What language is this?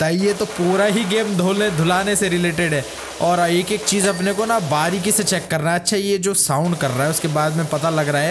Hindi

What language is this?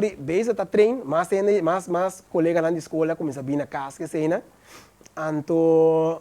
Papiamento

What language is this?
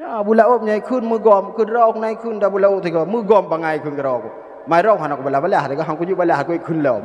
Achinese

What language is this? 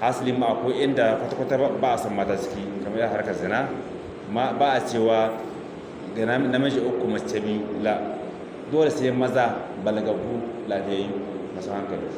Hausa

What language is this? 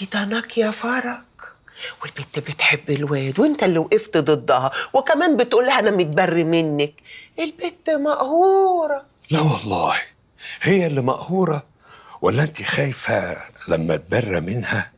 Egyptian Arabic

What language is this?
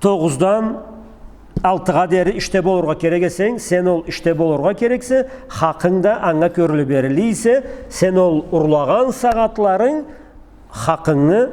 Karachay-Balkar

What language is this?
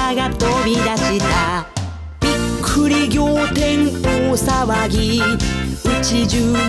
Japanese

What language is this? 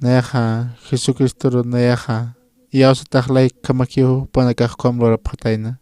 Aymara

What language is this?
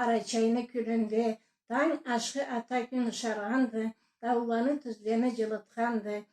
Karachay-Balkar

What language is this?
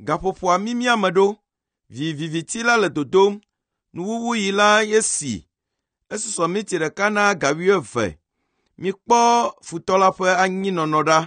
Ewe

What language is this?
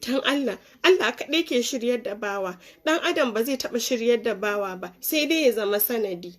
Hausa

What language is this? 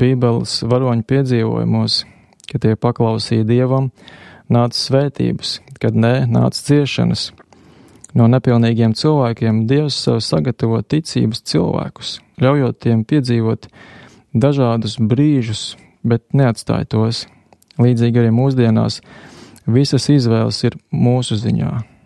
Latvian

